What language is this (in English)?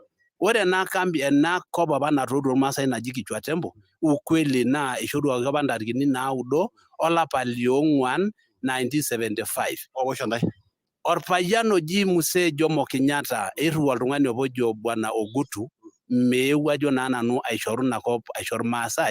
Masai